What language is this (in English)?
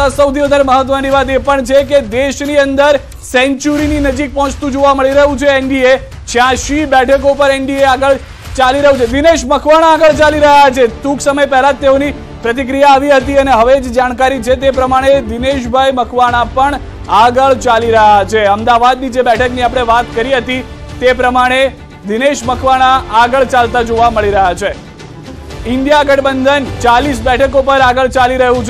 Gujarati